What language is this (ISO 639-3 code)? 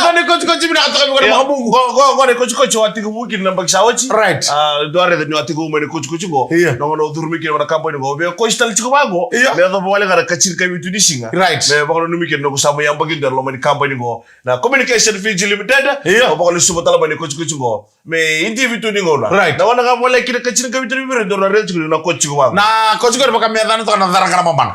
fij